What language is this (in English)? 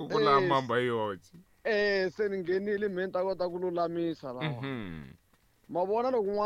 Tsonga